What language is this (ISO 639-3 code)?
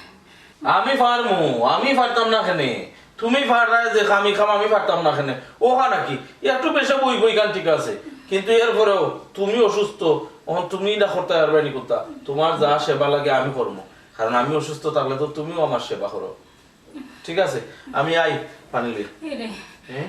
syl